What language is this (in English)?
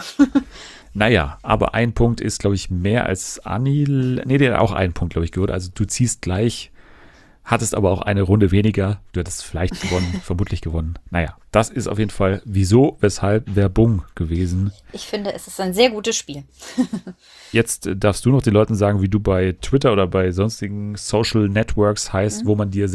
German